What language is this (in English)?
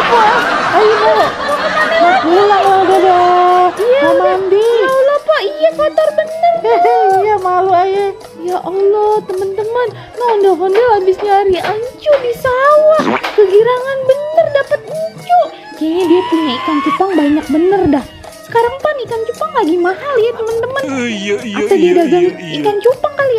Betawi